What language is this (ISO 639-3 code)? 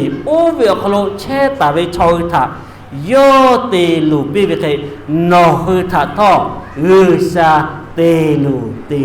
lhu